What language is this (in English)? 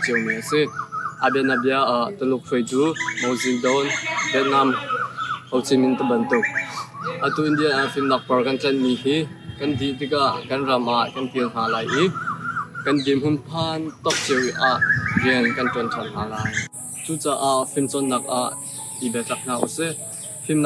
Hakha Chin